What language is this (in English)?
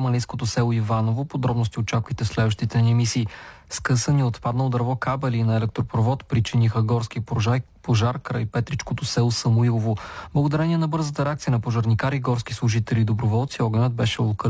Bulgarian